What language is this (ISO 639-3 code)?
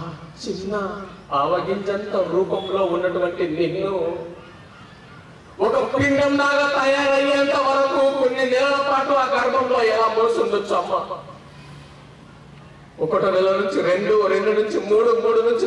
tel